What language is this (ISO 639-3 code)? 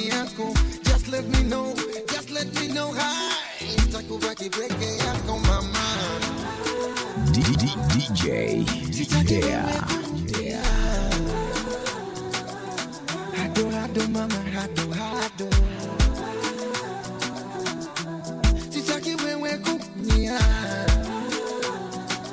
swa